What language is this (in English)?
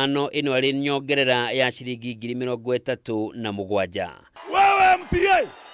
Kikuyu